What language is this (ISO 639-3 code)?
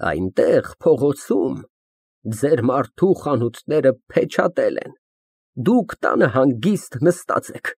hye